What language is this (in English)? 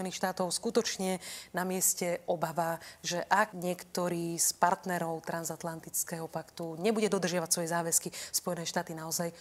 Slovak